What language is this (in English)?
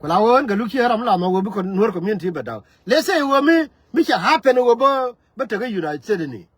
Nuer